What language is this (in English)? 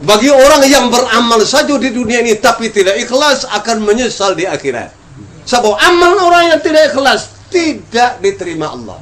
Minangkabau